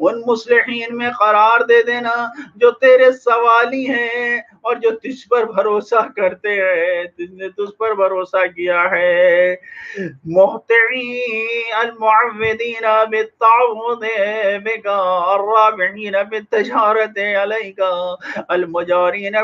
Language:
Urdu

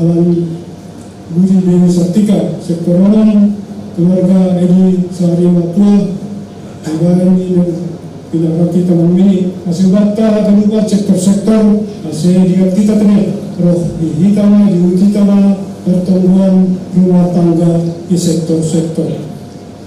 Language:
Batak Simalungun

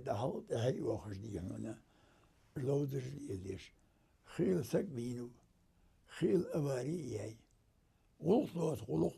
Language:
Ingush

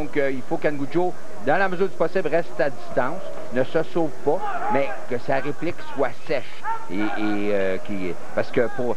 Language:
French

